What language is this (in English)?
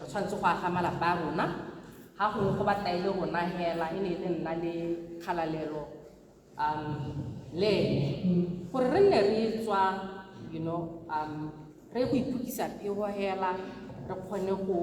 Tswana